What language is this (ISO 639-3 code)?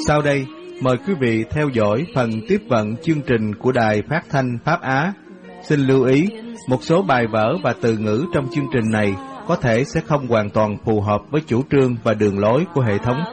vie